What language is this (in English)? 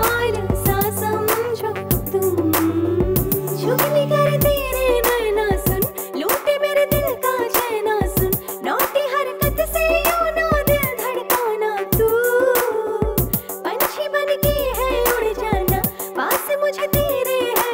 Hindi